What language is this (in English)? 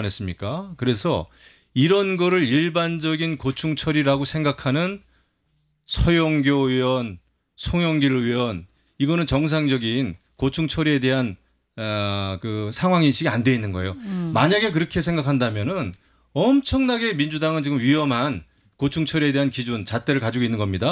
Korean